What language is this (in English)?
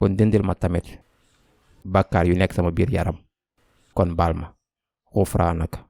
Wolof